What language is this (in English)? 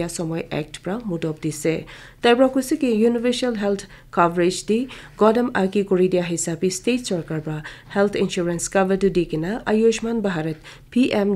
Naga Pidgin